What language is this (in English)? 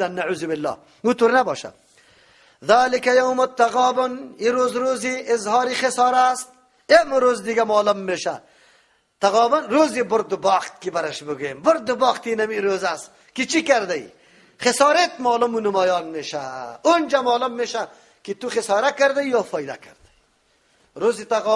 Persian